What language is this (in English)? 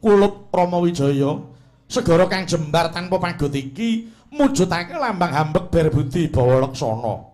Javanese